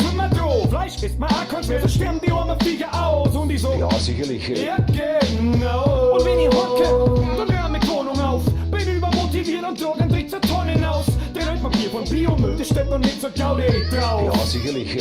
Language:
Bavarian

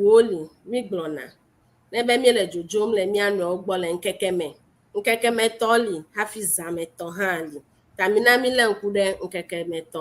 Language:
Ewe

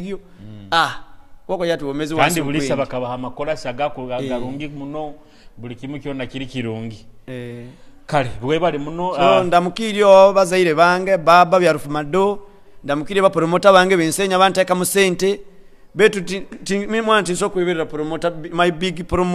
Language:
Nyoro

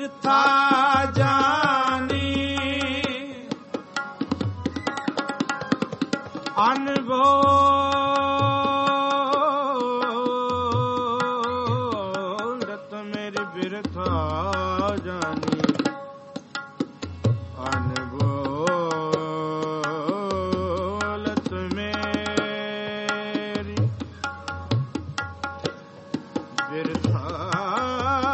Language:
Punjabi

